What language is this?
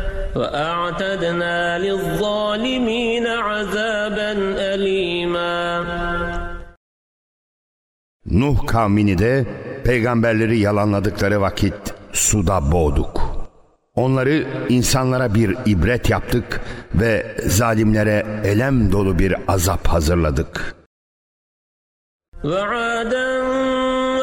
Turkish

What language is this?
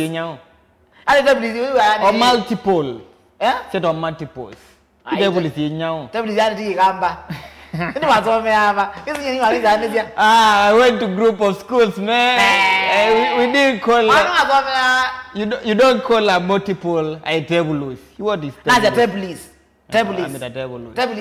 Kamba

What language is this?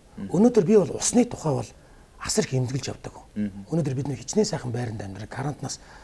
Mongolian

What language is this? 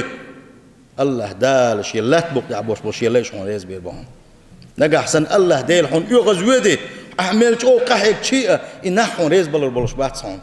Chechen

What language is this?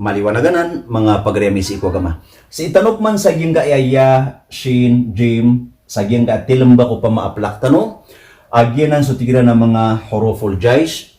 Maranao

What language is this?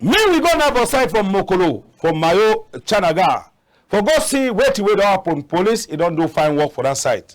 Cameroon Pidgin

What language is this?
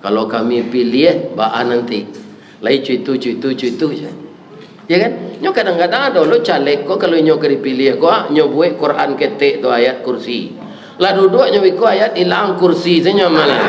Minangkabau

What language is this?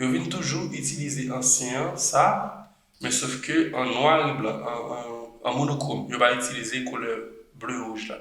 Haitian Creole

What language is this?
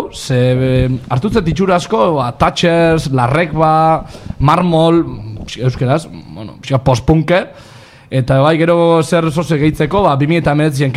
Basque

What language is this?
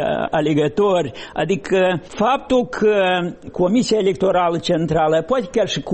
Romanian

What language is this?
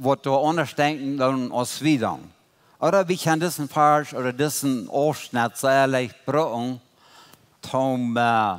Plautdietsch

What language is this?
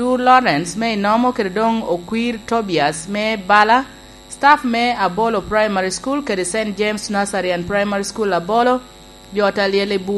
Lango (Uganda)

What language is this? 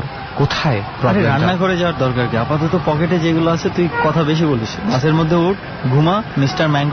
Bangla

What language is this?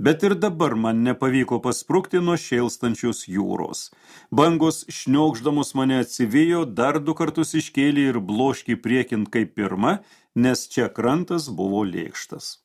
Lithuanian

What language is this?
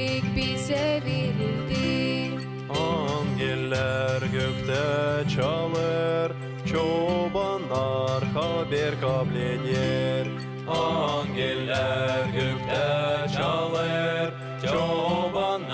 Gagauz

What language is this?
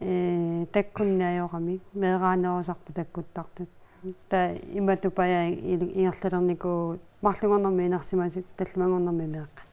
Kalaallisut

